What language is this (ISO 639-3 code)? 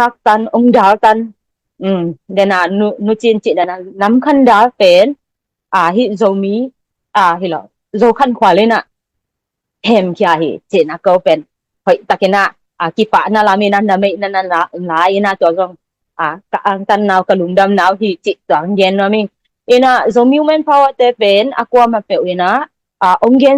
ctd